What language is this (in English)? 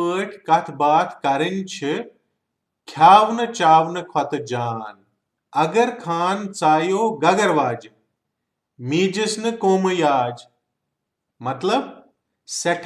Kashmiri